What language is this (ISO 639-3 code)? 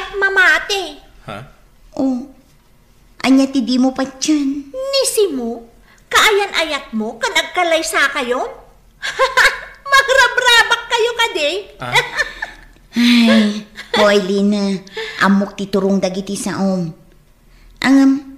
ilo